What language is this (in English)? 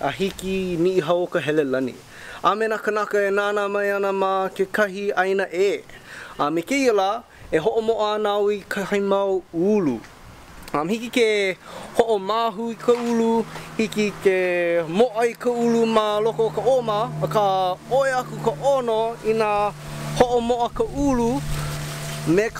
Hawaiian